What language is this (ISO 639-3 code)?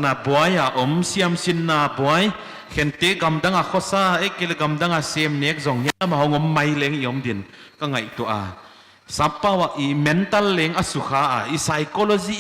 pck